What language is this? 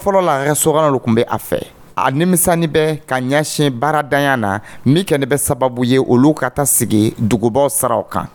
Dyula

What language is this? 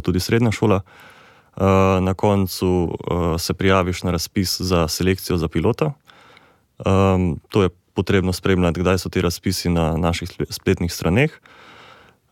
Slovenian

